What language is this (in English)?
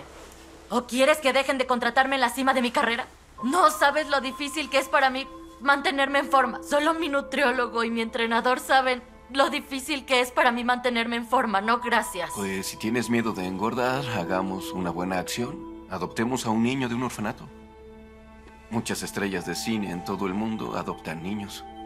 Spanish